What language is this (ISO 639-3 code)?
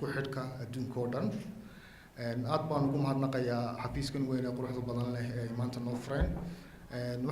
som